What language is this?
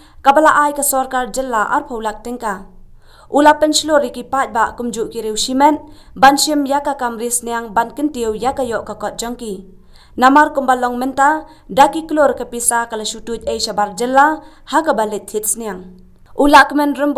Khasi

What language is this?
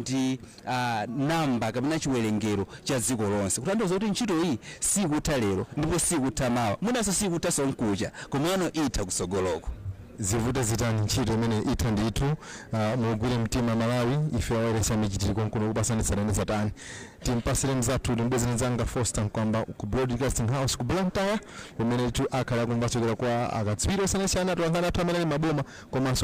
Nyanja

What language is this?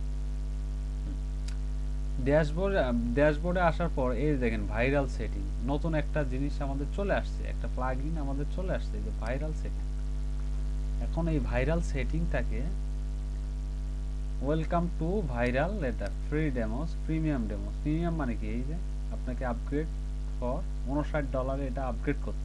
Bangla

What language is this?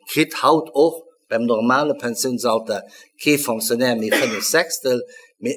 Luxembourgish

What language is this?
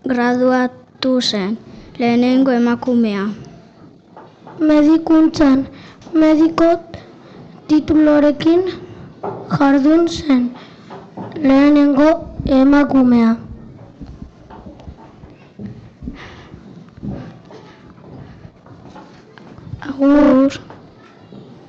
Basque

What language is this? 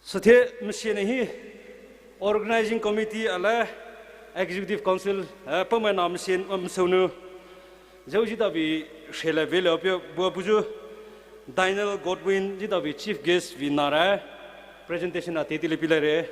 Poumei Naga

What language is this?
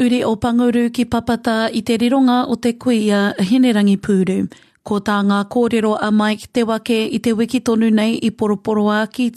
Māori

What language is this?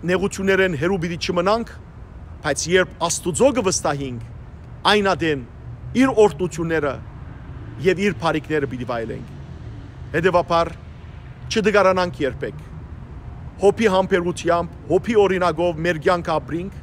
Western Armenian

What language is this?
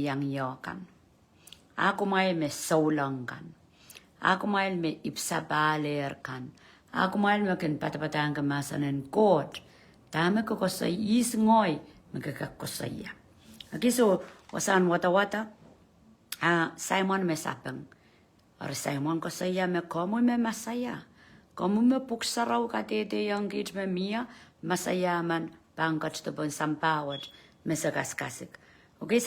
Pohnpeian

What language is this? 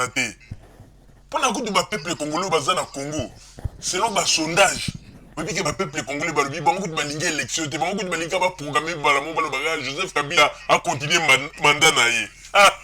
Lingala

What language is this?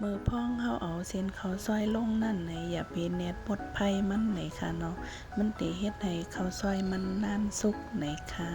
Shan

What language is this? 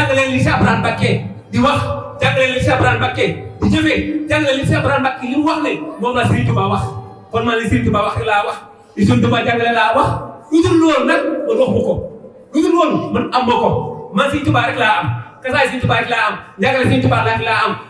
Wolof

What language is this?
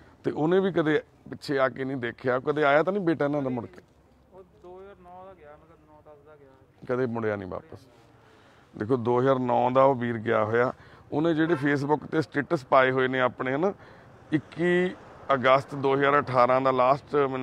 Punjabi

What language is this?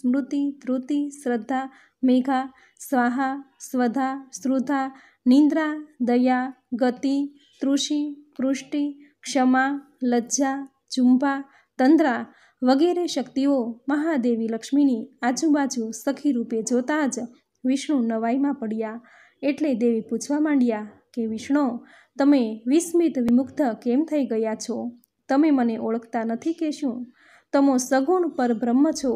Gujarati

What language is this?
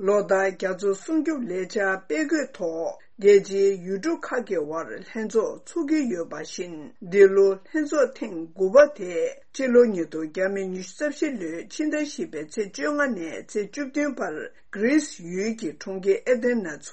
Tibetan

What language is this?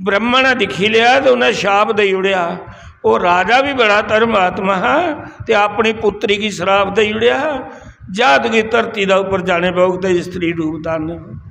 Dogri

